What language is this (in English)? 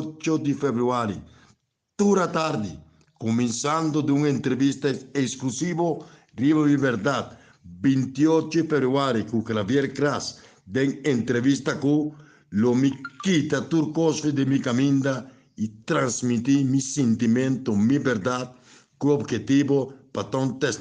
Papiamento